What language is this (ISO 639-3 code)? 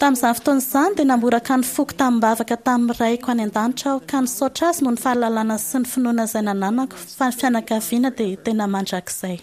mlg